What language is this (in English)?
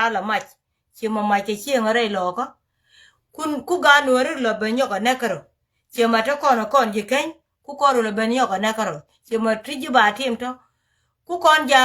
Nuer